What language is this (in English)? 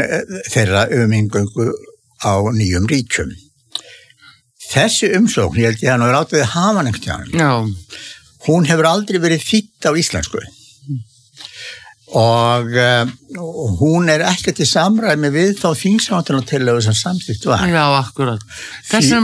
Icelandic